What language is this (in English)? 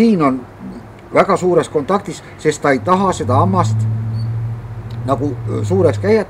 Estonian